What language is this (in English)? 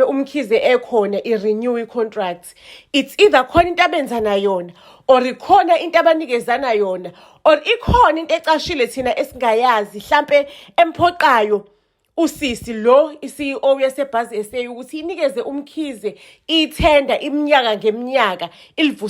Zulu